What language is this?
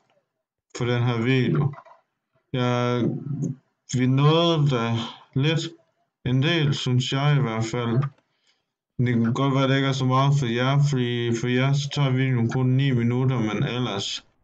Danish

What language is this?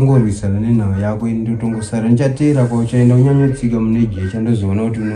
Shona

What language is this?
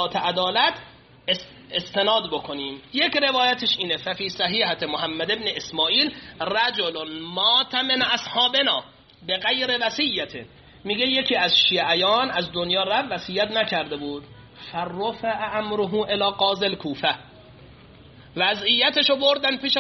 Persian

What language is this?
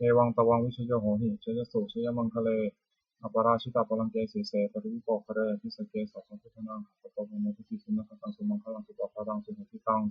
Pali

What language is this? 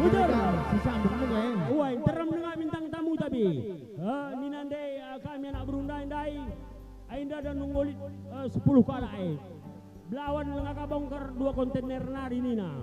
Batak Karo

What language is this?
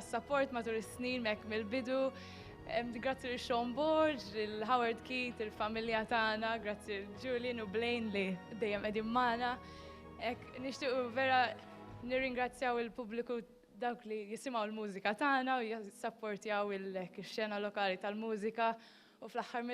Maltese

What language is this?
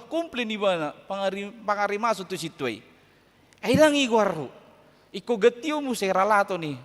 Batak Toba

